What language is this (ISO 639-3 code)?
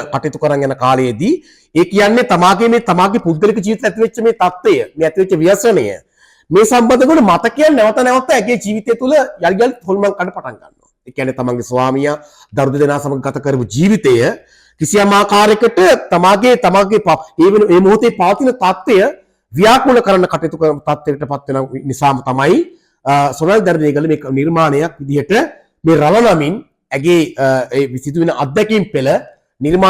sin